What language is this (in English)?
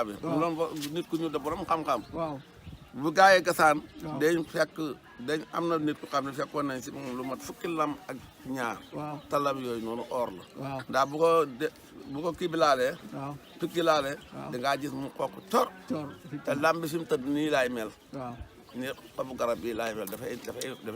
Wolof